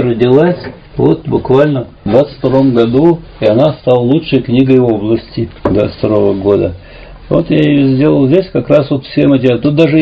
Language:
Russian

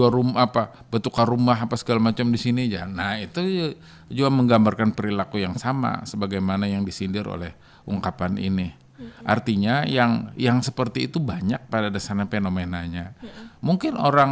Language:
Banjar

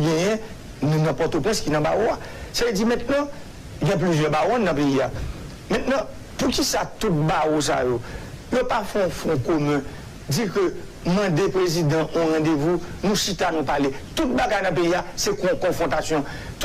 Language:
Haitian Creole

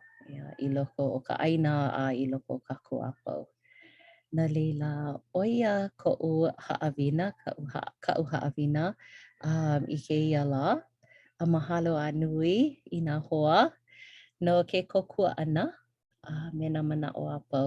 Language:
Hawaiian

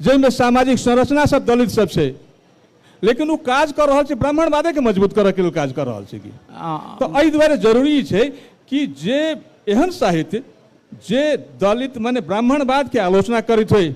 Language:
Maithili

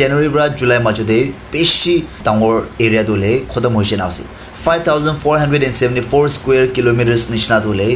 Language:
Naga Pidgin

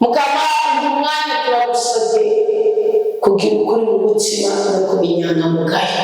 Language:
Rundi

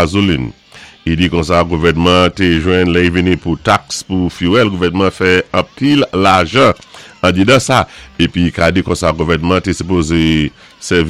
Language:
Saint Lucian Creole French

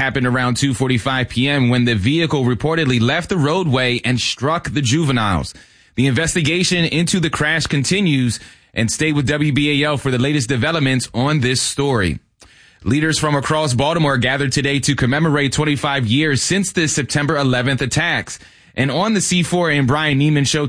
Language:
English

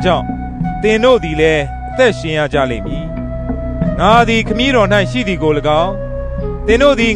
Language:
Burmese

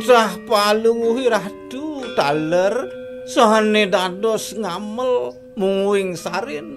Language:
Balinese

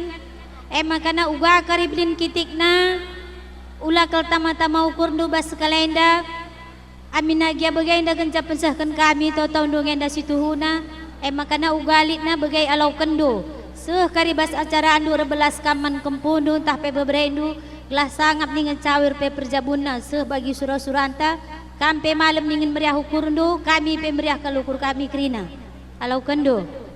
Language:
Batak Karo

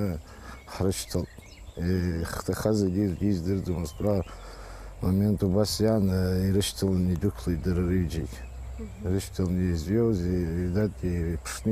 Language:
Abkhazian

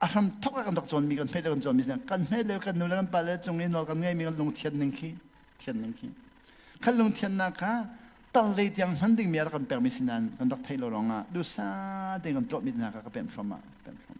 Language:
Hakha Chin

